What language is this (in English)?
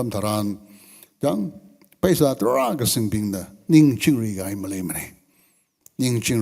Tangkhul Naga (India)